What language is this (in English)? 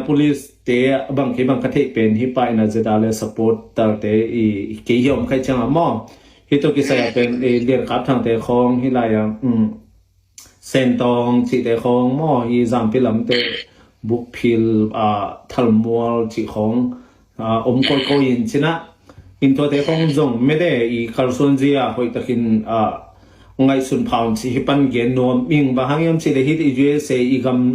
Tedim Chin